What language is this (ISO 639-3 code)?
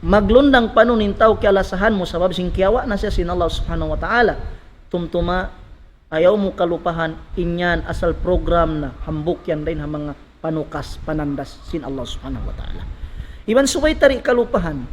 tsg